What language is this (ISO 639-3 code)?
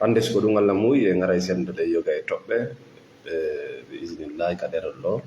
ful